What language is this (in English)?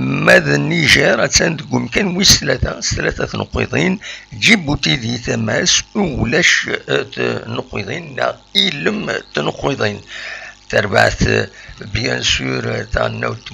Kabyle